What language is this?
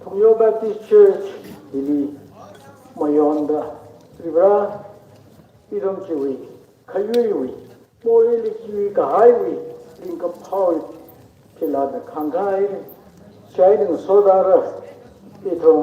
Tangkhul Naga (India)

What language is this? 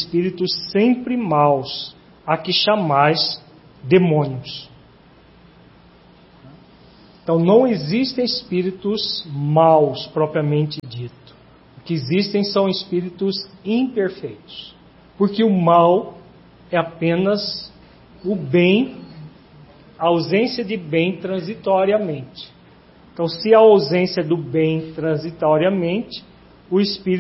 Portuguese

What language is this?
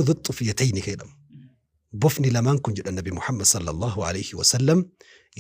Oromo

